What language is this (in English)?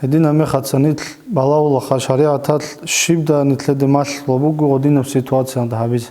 Avaric